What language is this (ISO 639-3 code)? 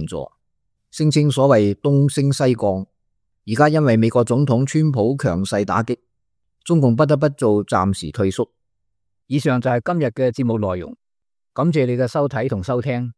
yue